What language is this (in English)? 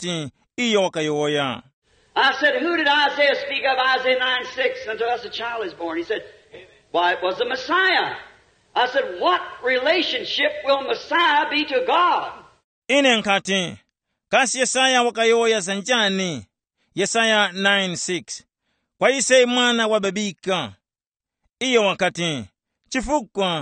Tumbuka